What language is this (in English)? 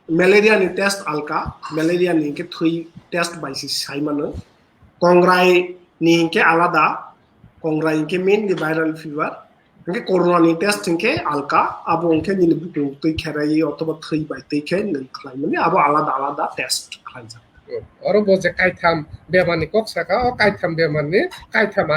Kok Borok